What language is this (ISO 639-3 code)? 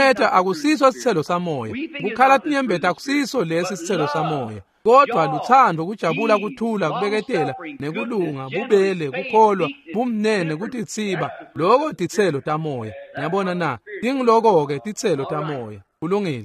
ssw